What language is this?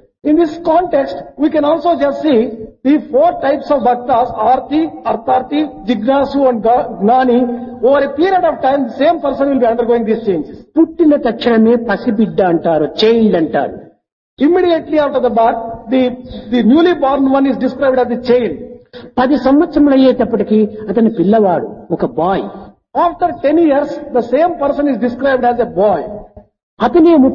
Telugu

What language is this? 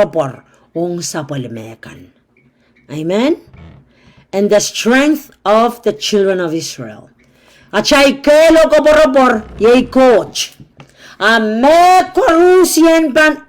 Pohnpeian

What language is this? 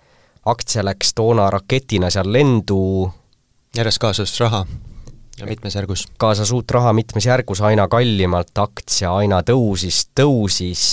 Estonian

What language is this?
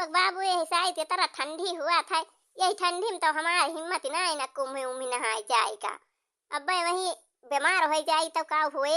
Awadhi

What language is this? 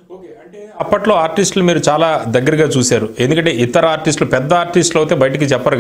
Telugu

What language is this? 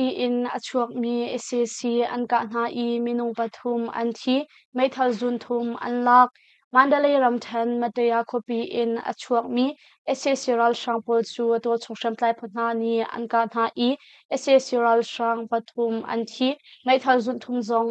Hakha Chin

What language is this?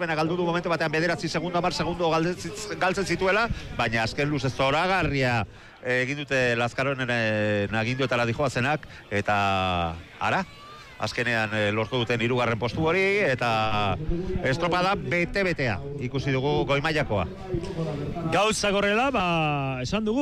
Basque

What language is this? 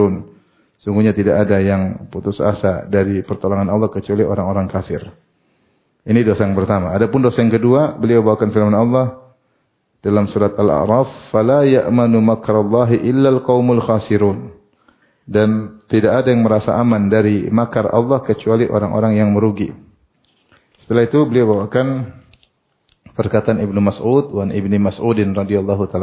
Indonesian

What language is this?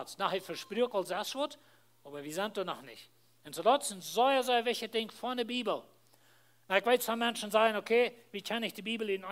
Plautdietsch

